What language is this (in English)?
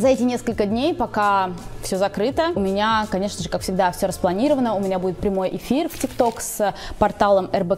Russian